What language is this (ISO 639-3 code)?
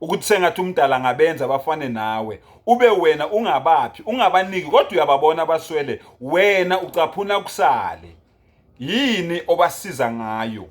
zul